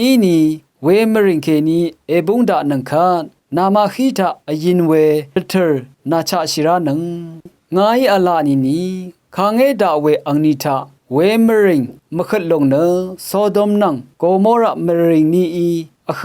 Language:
Rawang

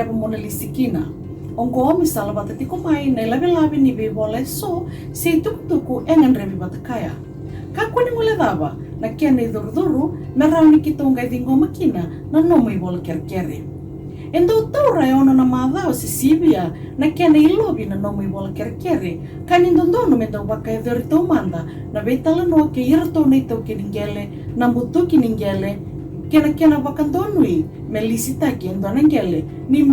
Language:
Fijian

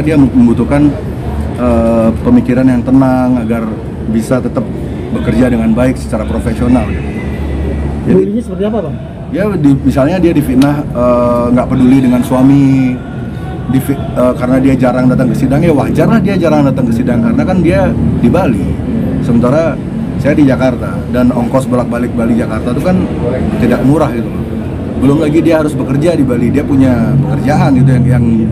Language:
Indonesian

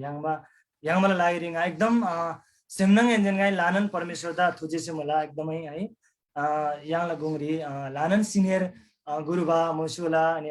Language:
Eastern Tamang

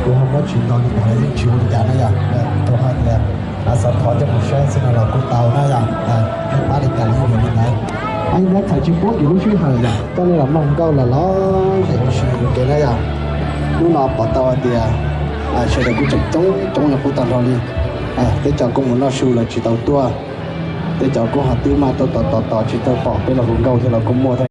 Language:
Hmong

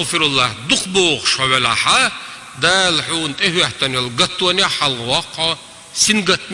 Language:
Chechen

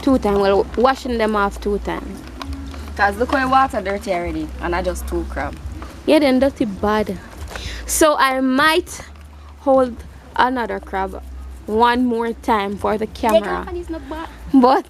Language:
Jamaican Creole English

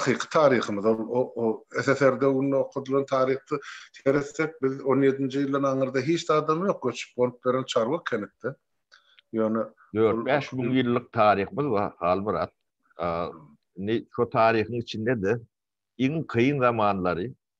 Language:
Turkmen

